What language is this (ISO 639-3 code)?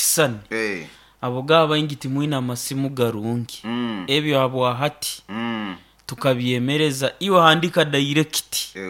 nyo